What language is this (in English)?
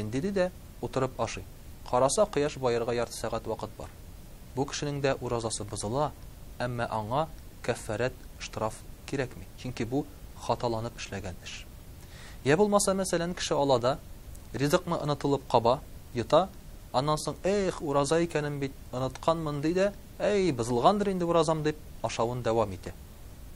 Tatar